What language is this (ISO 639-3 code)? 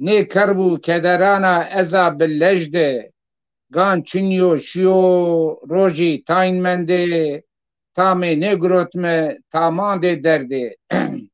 zza